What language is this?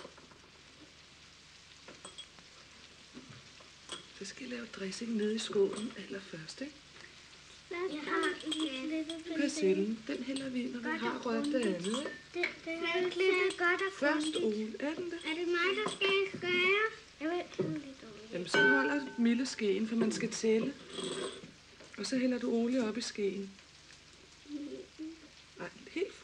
Danish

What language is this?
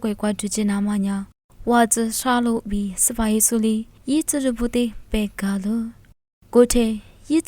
Lisu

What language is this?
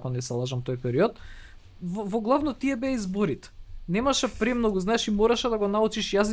Macedonian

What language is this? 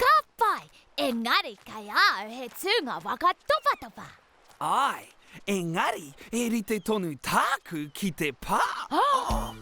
Māori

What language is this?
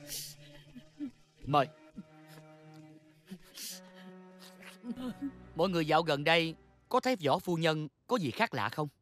Vietnamese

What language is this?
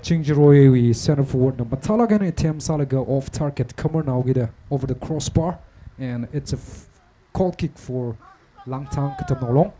Tangkhul Naga (India)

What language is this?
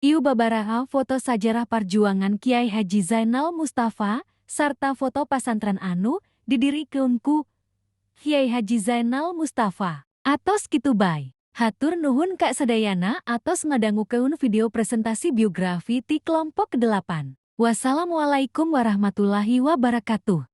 Sundanese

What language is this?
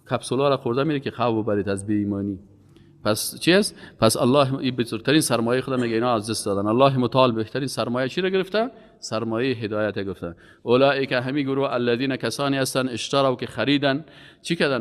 Persian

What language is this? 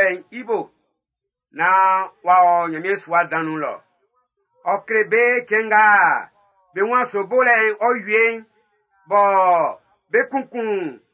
Baoulé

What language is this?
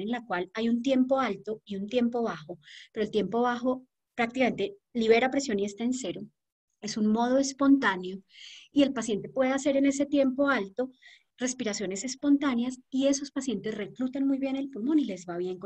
Spanish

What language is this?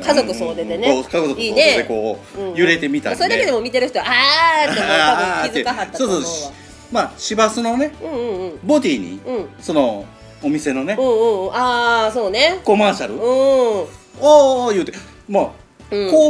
Japanese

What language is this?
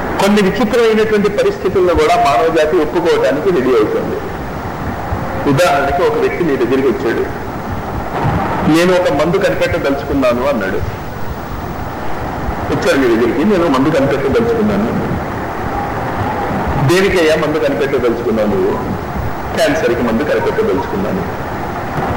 Telugu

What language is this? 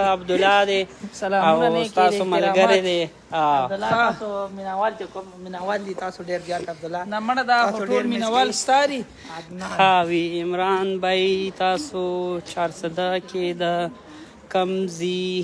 Pashto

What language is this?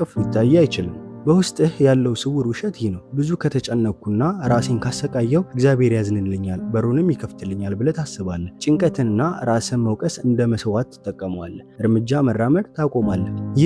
Amharic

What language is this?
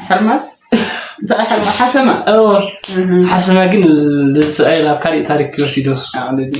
Tigrinya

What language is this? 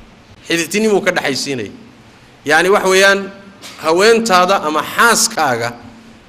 Somali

